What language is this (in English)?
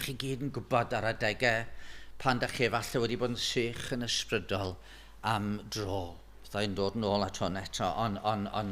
Welsh